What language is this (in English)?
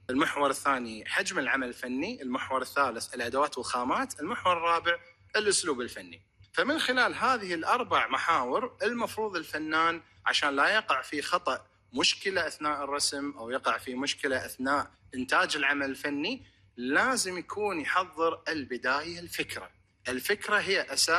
Gulf Arabic